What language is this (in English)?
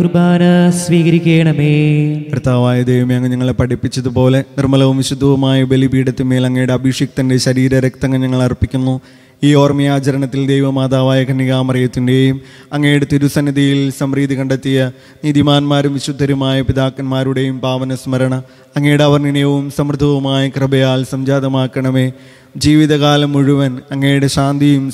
Malayalam